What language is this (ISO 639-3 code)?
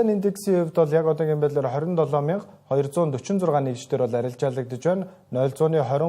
mon